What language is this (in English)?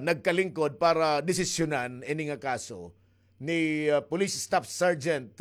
Waray